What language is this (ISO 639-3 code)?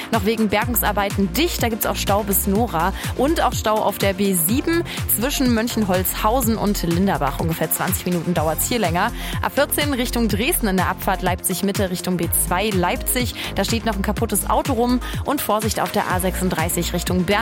deu